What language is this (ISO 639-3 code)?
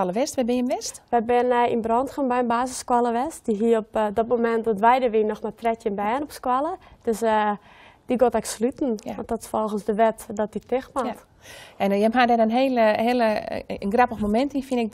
fry